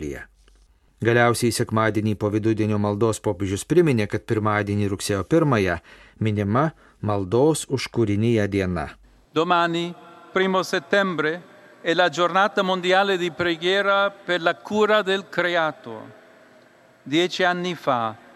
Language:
Lithuanian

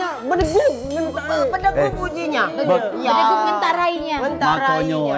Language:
Musi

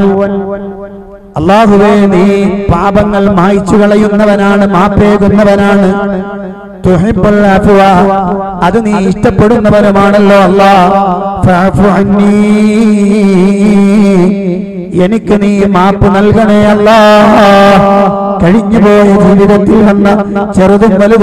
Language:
Malayalam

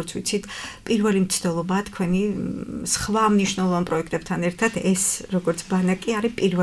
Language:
Georgian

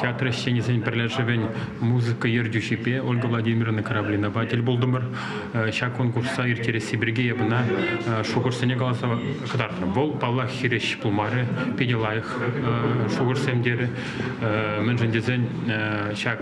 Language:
Chuvash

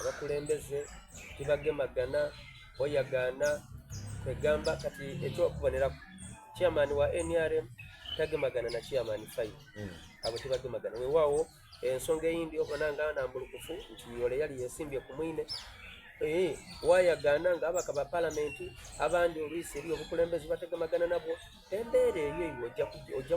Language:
Soga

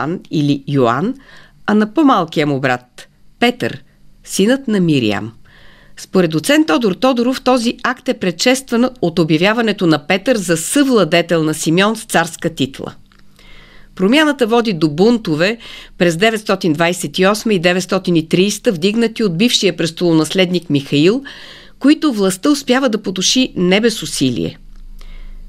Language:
Bulgarian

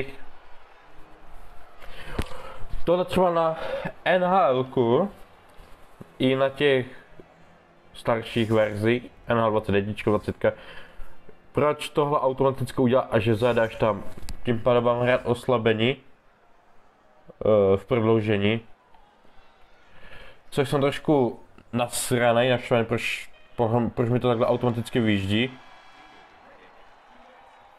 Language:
Czech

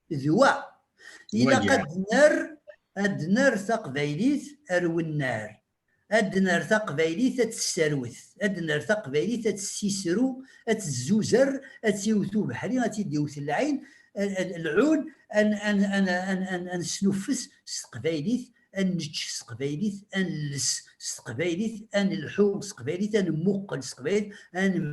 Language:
Kabyle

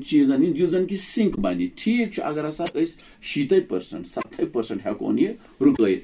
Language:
Kashmiri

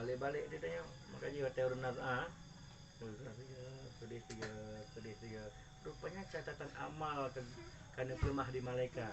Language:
Achinese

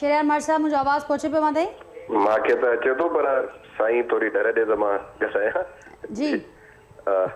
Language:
Sindhi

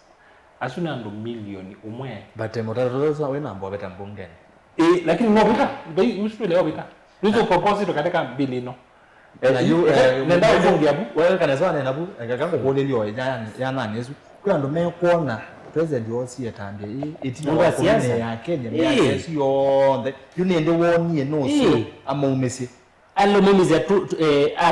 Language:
Kamba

